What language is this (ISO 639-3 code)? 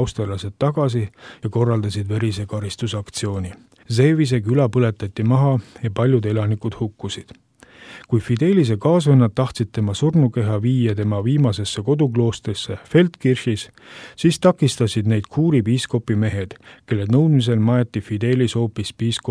est